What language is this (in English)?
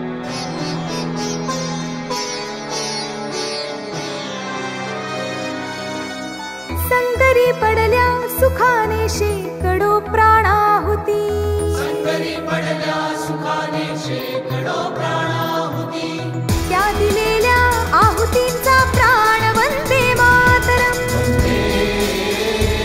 Marathi